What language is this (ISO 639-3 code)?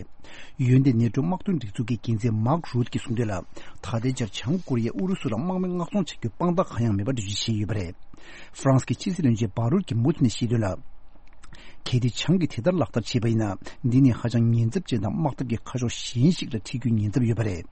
bod